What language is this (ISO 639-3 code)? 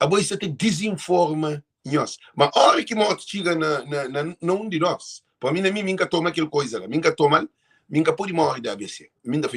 kea